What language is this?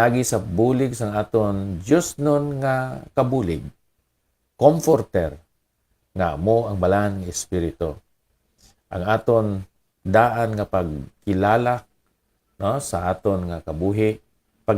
Hiligaynon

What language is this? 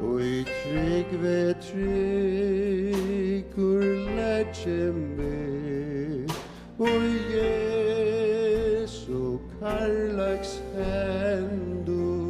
Faroese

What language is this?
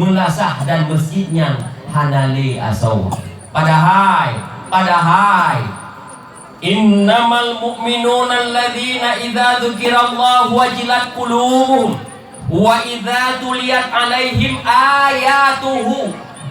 Achinese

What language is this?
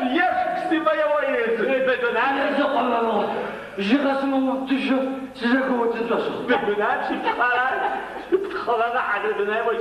Adyghe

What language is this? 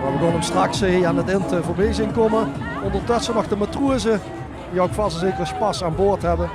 Limburgish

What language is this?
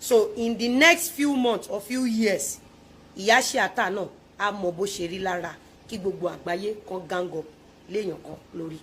Yoruba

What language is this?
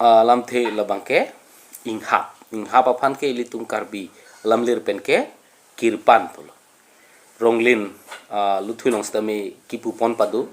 Karbi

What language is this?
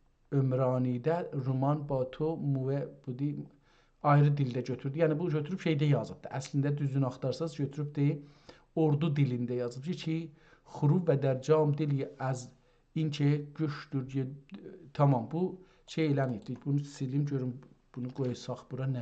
South Azerbaijani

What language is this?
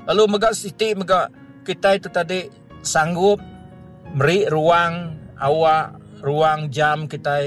Iban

